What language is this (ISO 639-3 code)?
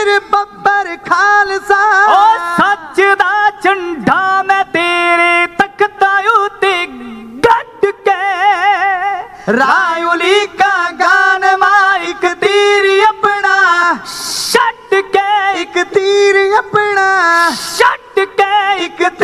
pan